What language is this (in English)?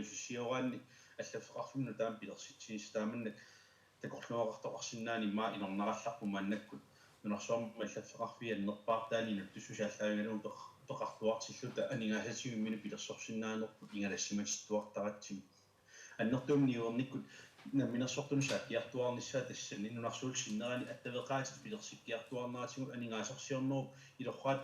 Kalaallisut